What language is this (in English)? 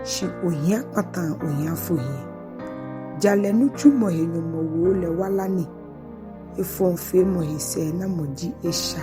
Ga